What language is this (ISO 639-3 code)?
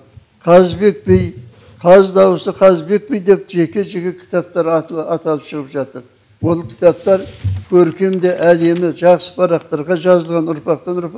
kaz